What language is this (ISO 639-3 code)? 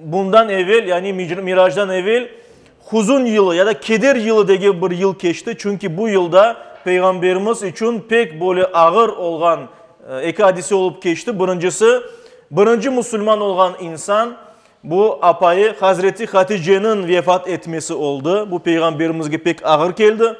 crh